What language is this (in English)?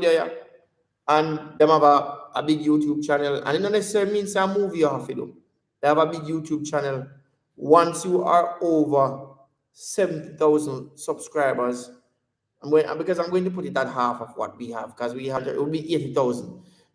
Jamaican Creole English